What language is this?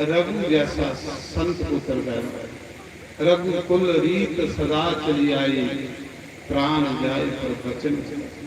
Dogri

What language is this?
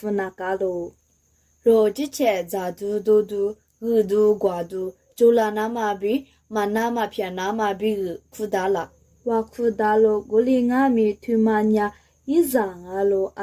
Lisu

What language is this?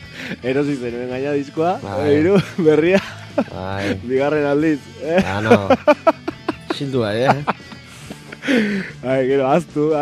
Basque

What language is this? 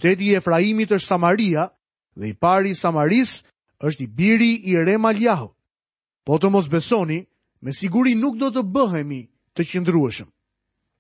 Albanian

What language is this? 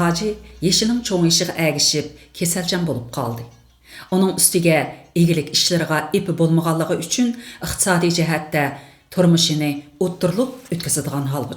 Uyghur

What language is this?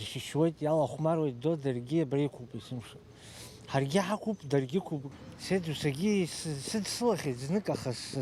Abkhazian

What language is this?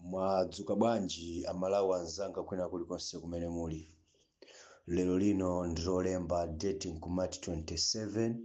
Nyanja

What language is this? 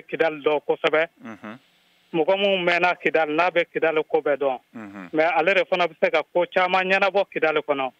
Bambara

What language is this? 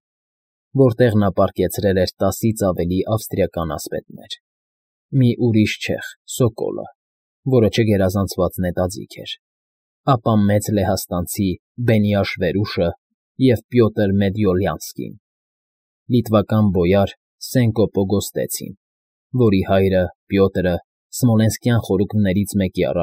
Armenian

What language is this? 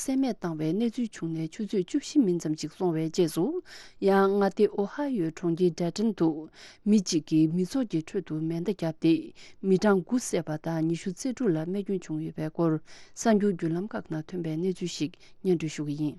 Tibetan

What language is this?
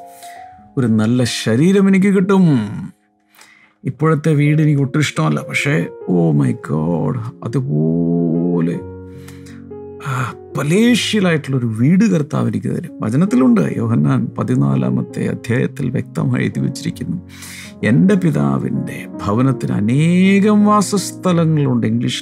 Malayalam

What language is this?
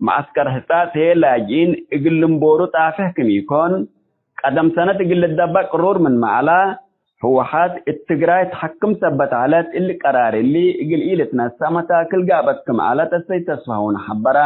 Tigre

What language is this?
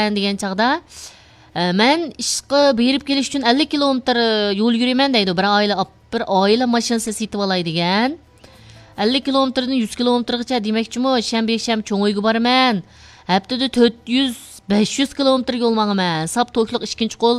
Uyghur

